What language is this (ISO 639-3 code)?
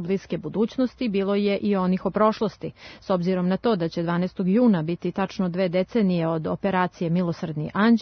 srp